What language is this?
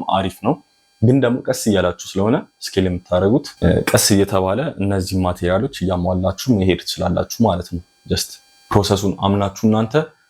Amharic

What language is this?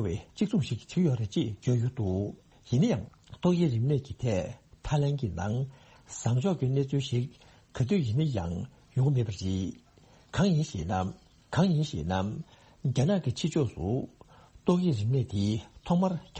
Tibetan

